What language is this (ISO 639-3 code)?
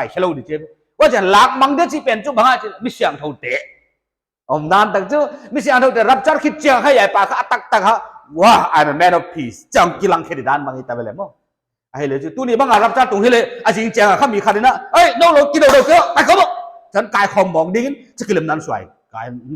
pck